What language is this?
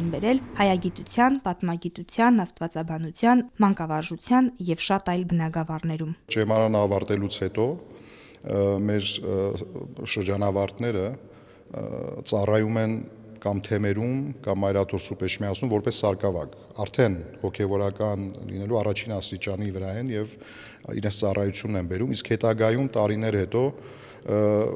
Armenian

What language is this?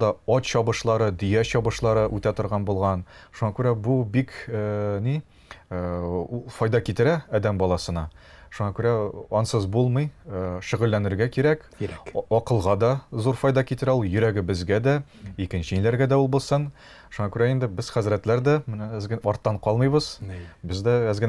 Tatar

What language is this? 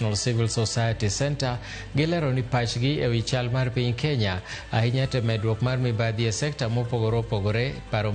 Luo (Kenya and Tanzania)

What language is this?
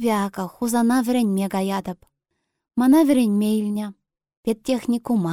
Chuvash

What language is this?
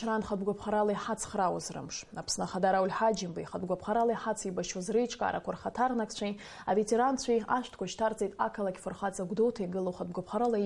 Abkhazian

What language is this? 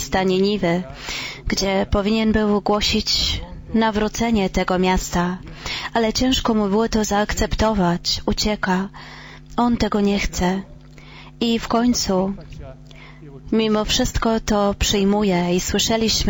Polish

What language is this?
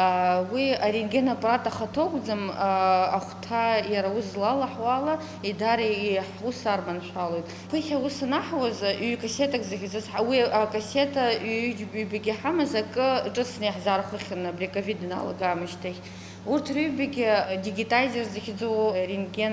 Abkhazian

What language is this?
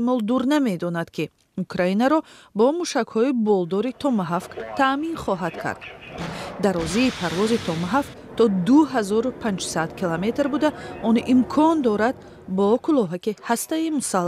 Tajik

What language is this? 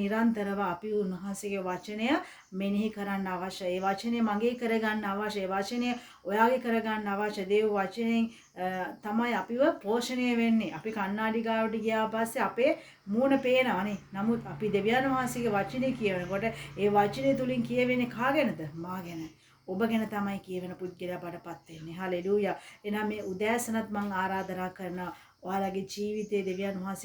Sinhala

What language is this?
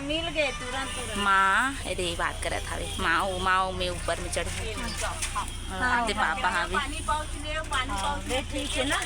Chhattisgarhi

